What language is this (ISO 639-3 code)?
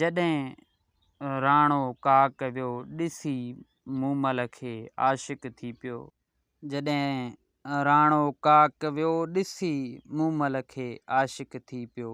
snd